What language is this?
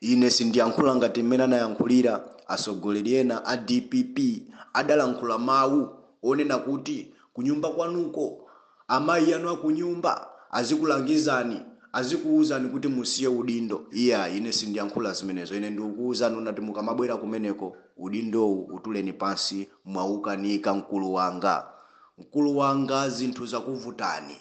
Nyanja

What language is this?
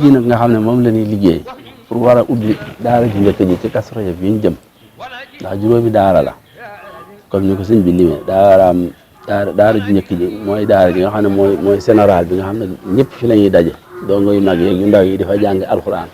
Wolof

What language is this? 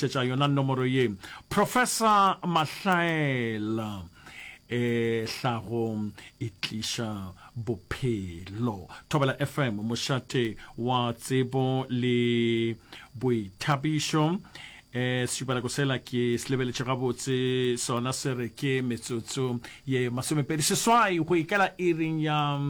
Northern Sotho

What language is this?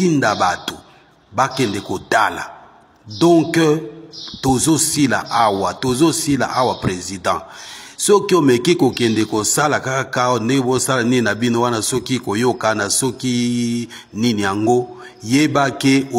Lingala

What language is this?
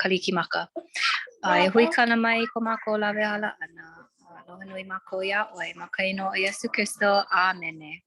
Hawaiian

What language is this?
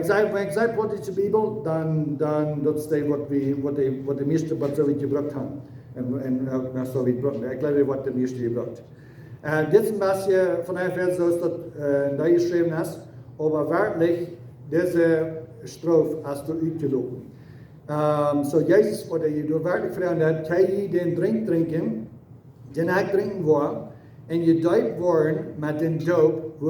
Plautdietsch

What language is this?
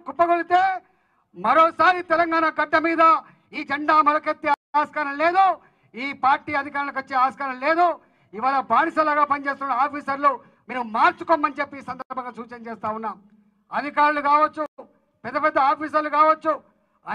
Telugu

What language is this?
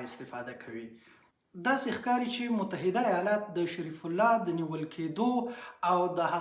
Pashto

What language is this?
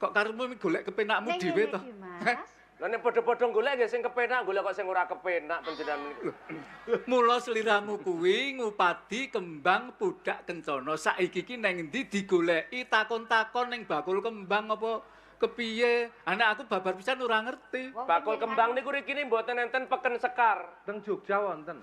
Javanese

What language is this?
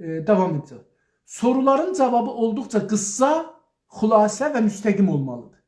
South Azerbaijani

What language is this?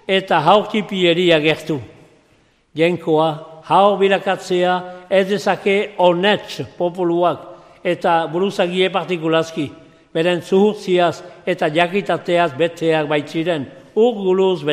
Basque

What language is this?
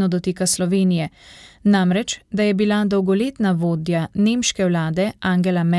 Slovenian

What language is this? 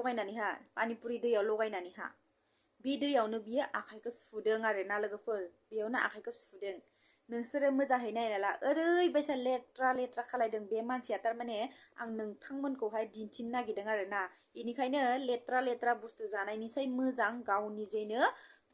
Bodo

